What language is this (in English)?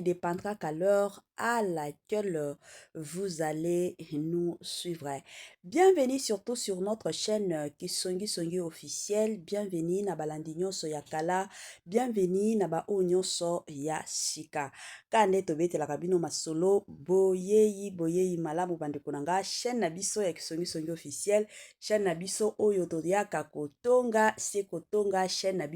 Lingala